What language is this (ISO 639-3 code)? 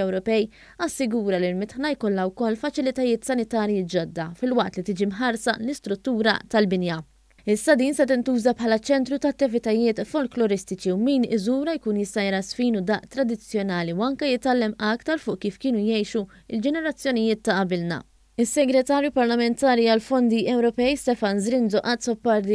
mlt